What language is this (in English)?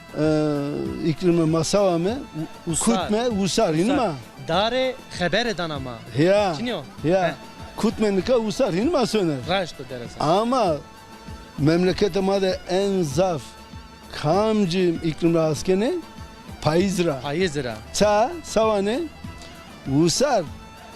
Zaza